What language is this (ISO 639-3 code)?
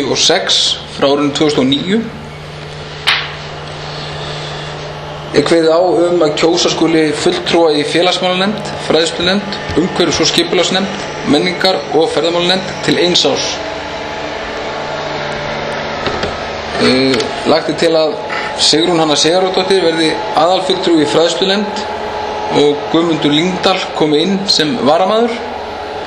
isl